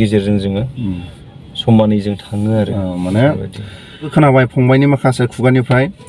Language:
Bodo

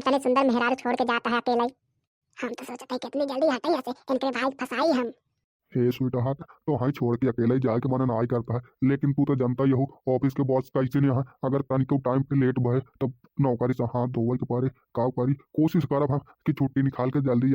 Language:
Bhojpuri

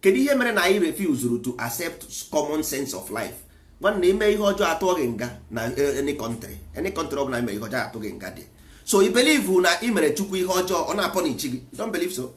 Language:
Igbo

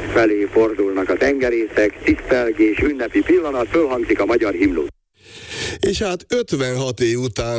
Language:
Hungarian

